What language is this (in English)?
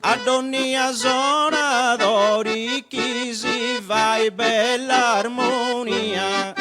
Sardinian